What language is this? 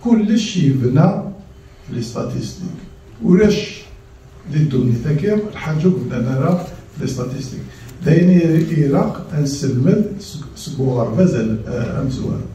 Kabyle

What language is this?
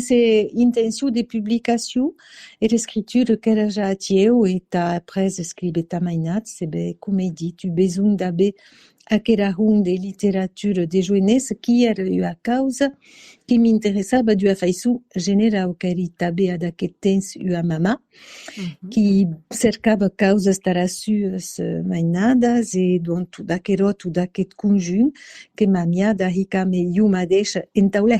Occitan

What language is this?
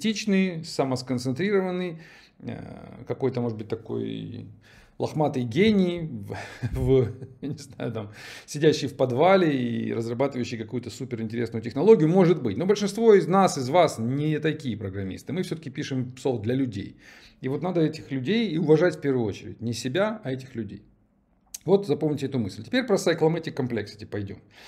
Russian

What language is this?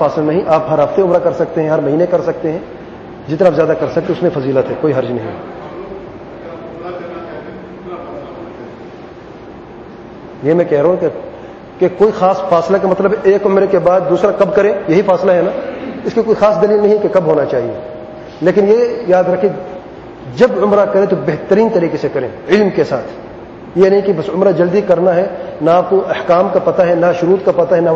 Urdu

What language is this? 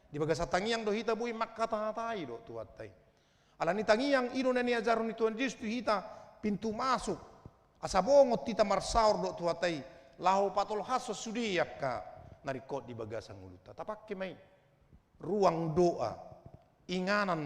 Batak Toba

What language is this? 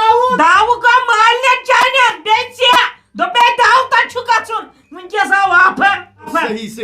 Kashmiri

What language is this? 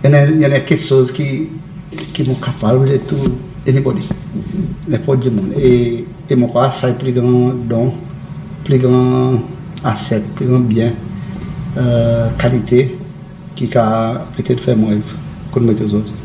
Seselwa Creole French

